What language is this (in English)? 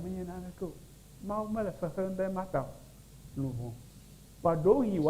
Ewe